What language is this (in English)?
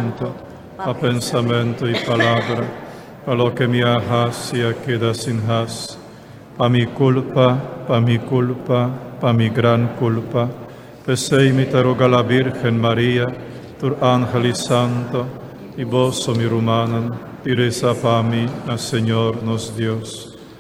Papiamento